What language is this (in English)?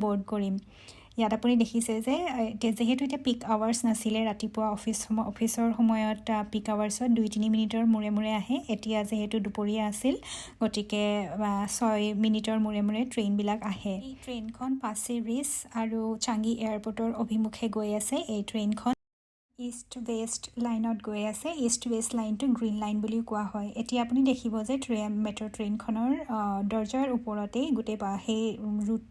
Assamese